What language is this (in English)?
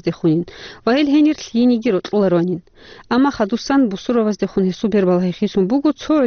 Avaric